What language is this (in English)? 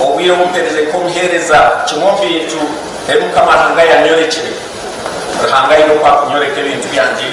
Nyankole